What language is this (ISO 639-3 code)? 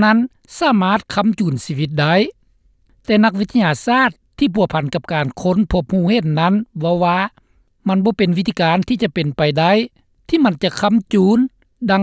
lao